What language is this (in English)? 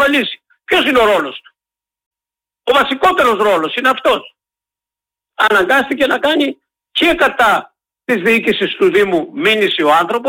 Greek